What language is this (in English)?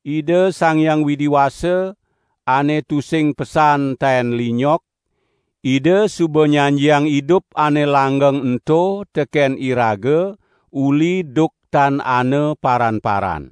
Balinese